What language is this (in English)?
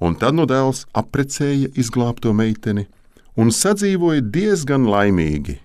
Latvian